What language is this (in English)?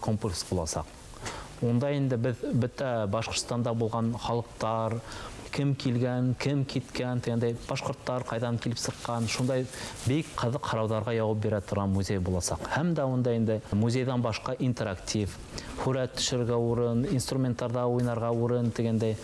Bashkir